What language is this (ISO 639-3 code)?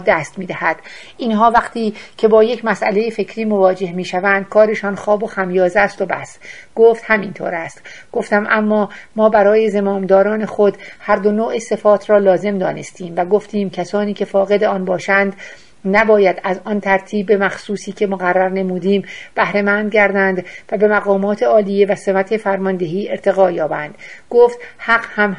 fas